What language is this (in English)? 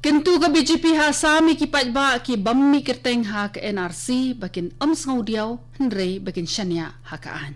Khasi